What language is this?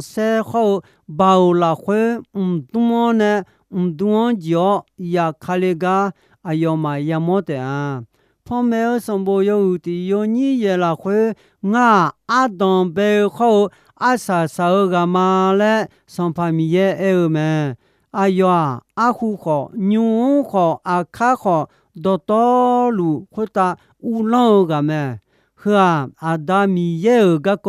Akha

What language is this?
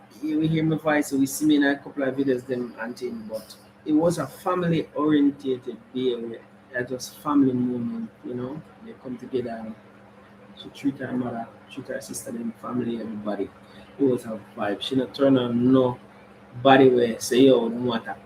Jamaican Creole English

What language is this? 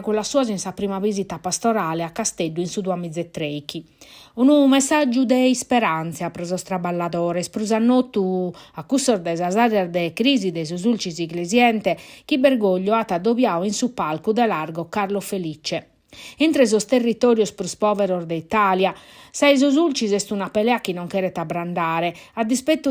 Sardinian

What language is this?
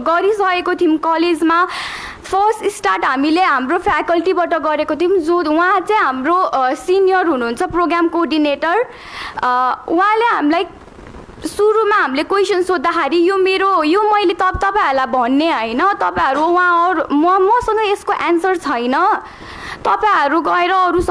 Nepali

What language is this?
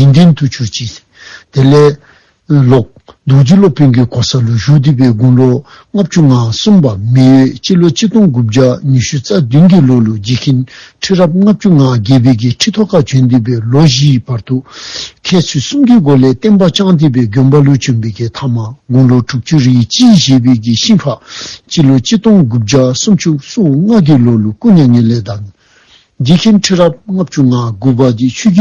Dzongkha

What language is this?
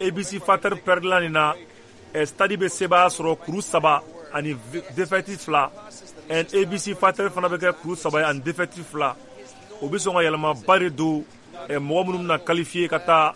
Bambara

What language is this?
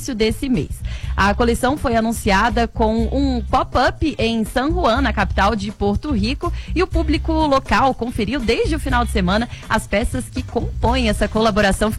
Portuguese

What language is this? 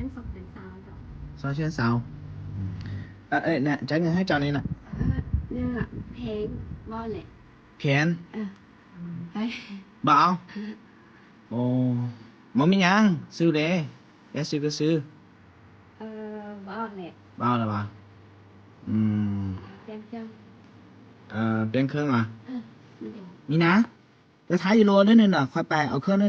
Lao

